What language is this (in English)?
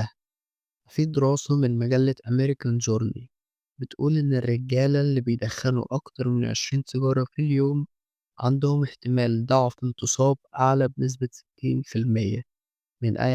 Egyptian Arabic